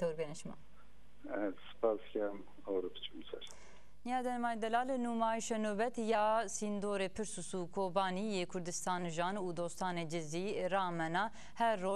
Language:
Zaza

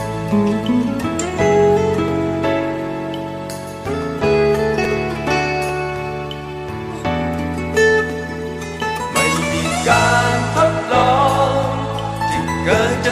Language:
Thai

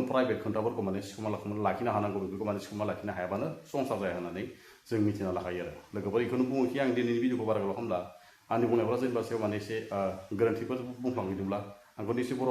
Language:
Bodo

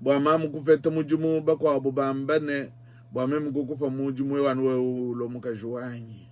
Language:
Luba-Lulua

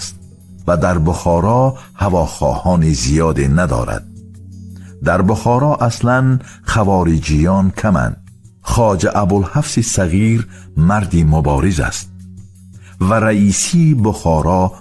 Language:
Tajik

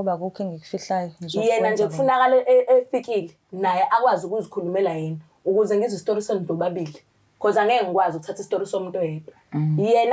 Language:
Zulu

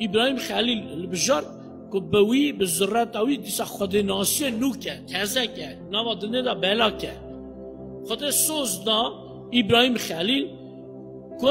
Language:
Kurdish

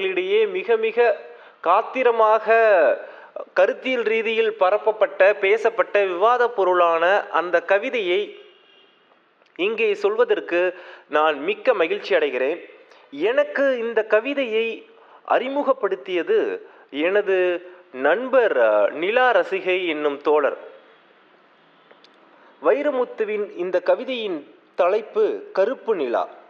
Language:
Tamil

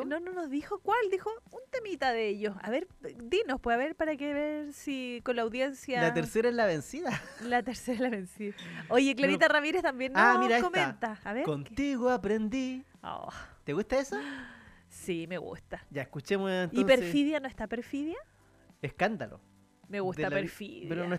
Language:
Spanish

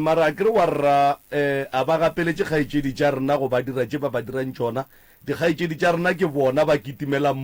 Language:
Northern Sotho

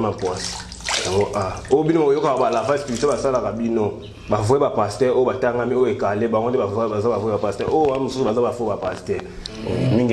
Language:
Lingala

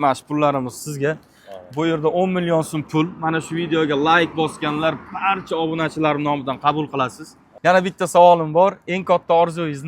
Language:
Uzbek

